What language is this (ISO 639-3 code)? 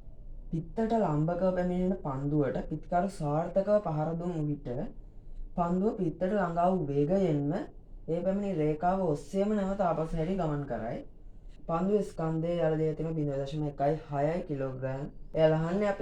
sin